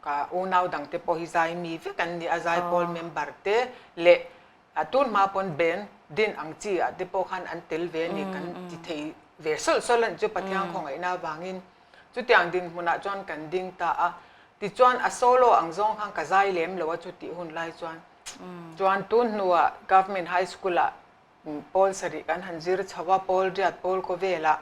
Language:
Mizo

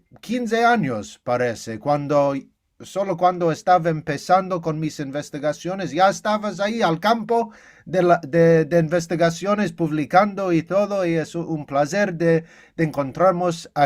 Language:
Ladino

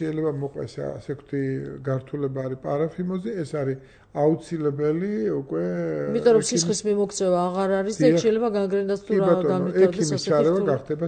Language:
Georgian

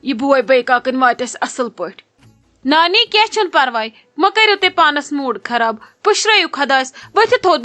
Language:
Kashmiri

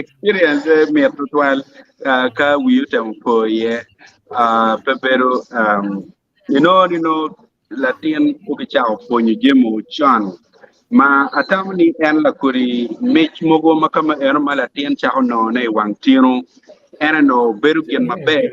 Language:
Acoli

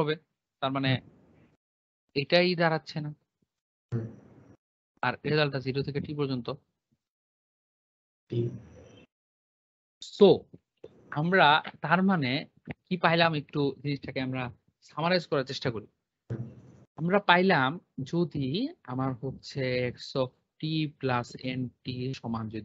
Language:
Bangla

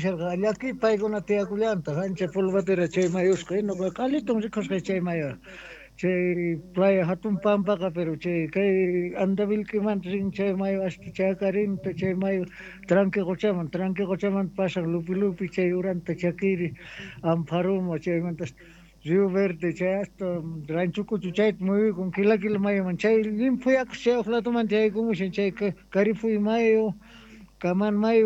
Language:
South Bolivian Quechua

